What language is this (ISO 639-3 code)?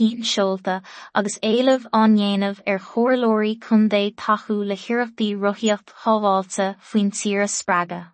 gle